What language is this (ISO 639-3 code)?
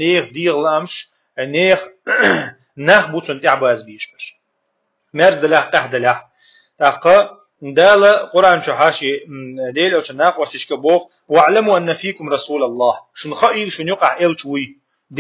che